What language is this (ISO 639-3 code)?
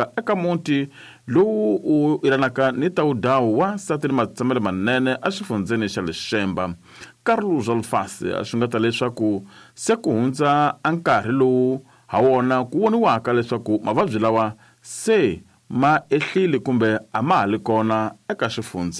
tso